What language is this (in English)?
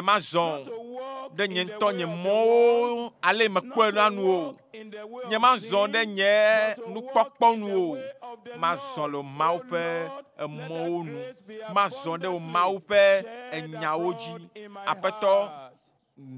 Ewe